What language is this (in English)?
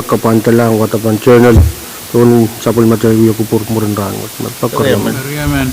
Pohnpeian